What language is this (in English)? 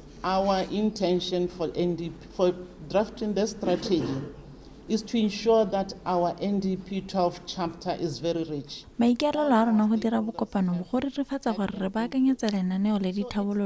Tswana